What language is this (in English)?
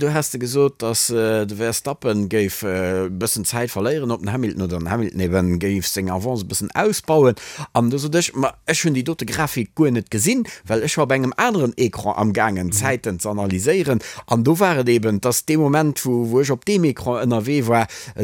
Luxembourgish